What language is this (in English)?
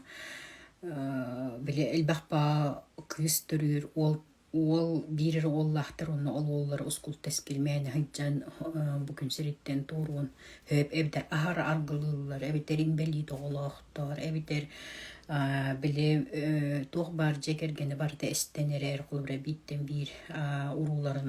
Yakut